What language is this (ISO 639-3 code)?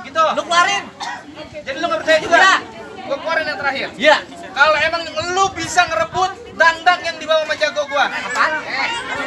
bew